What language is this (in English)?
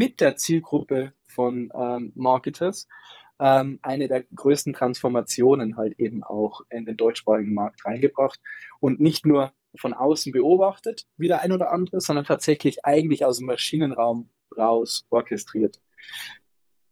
German